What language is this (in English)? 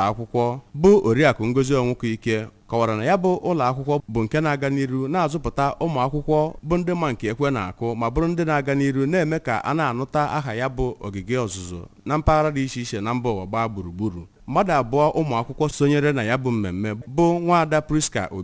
Igbo